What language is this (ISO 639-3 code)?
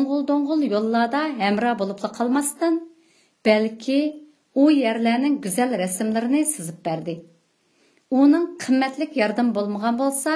uig